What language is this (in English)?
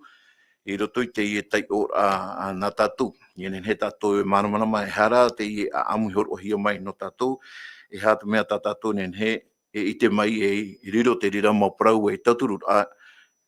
Tahitian